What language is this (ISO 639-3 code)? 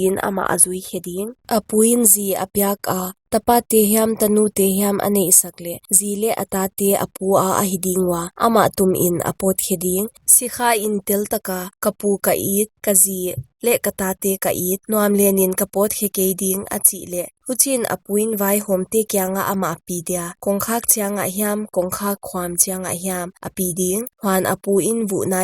pck